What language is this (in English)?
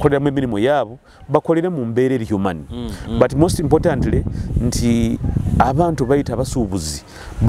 Nyoro